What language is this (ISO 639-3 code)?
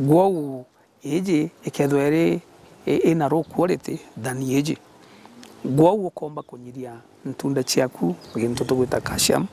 mer